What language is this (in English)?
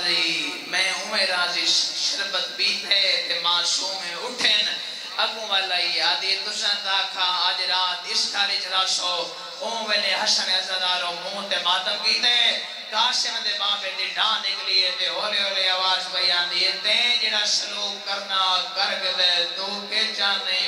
Saraiki